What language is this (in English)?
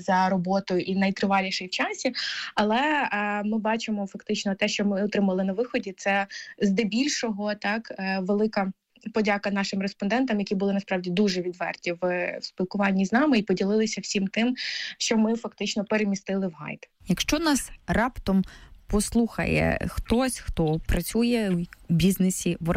Ukrainian